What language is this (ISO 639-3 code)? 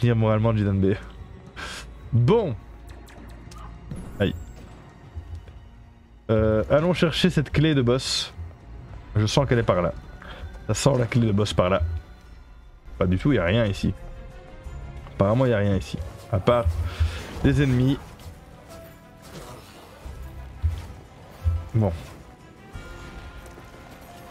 fra